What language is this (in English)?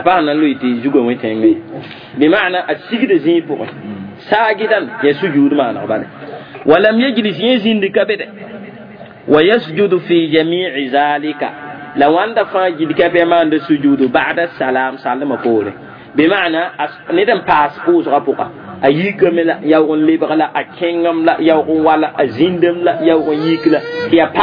Mossi